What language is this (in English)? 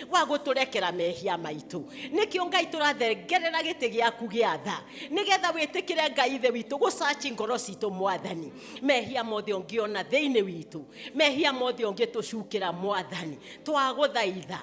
Kikuyu